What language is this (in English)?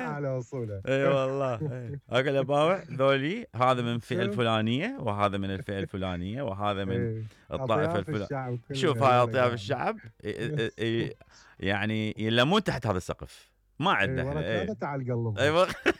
Mesopotamian Arabic